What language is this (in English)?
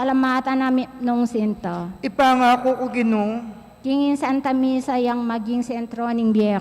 Pampanga